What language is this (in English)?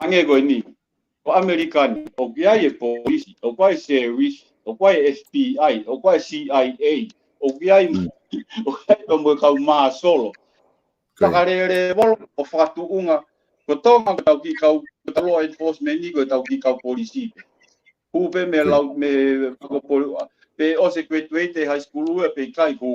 Tongan